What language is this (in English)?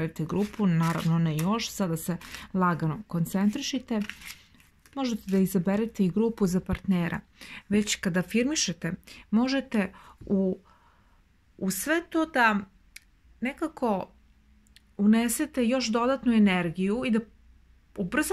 Serbian